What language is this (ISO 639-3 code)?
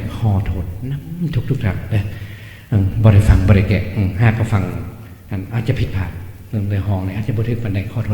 lao